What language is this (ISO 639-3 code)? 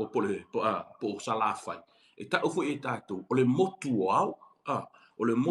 smo